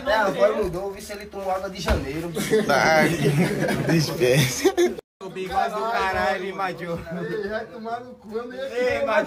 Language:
Portuguese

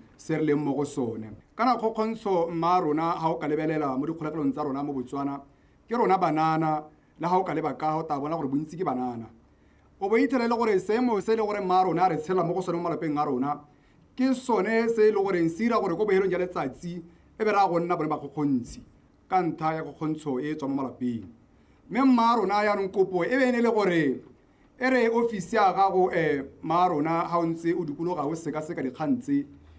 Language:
Tswana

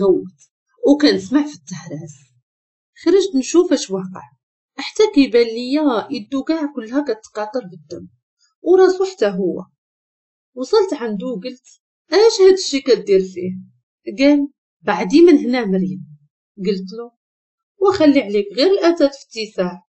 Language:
Moroccan Arabic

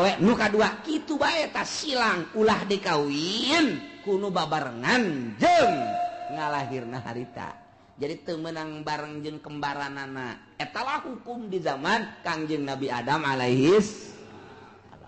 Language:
Sundanese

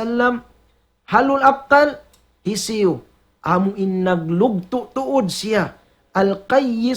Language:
Tausug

